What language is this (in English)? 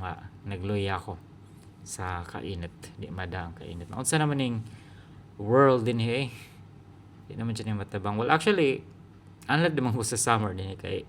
Cebuano